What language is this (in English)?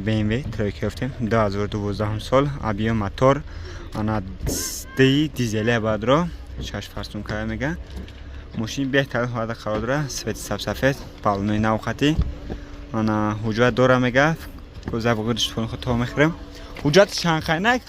Tajik